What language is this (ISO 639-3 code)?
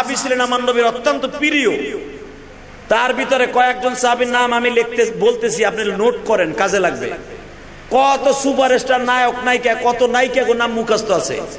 ben